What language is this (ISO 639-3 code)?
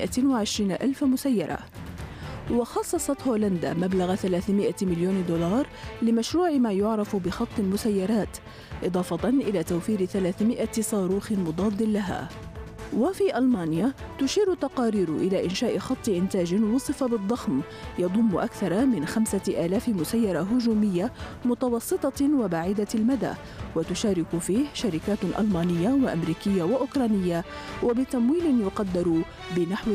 ara